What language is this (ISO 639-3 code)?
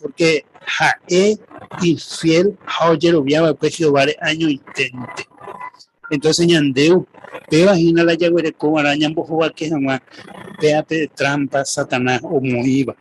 grn